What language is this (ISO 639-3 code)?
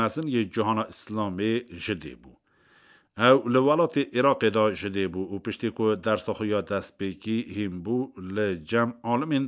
kur